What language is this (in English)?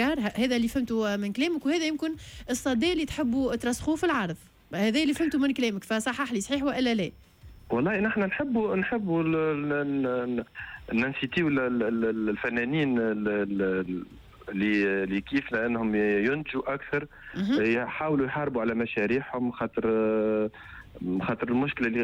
Tunisian Arabic